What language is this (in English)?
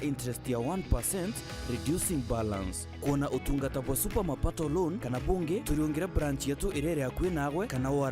Meru